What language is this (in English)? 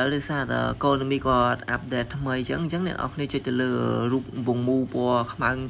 Khmer